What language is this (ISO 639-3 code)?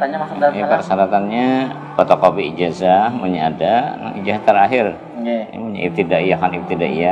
bjn